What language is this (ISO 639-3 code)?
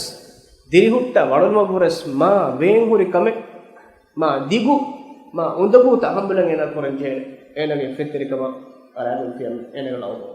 div